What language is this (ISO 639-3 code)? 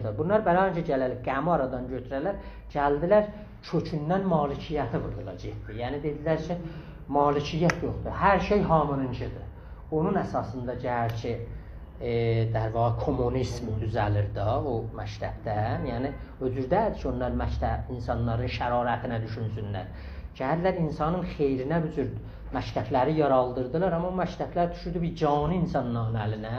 azb